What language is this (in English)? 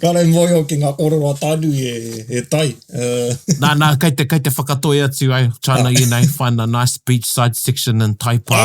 Māori